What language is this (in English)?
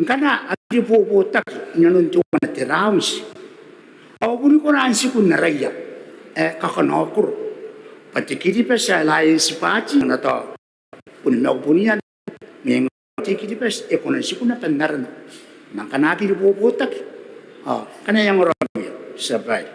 Gilbertese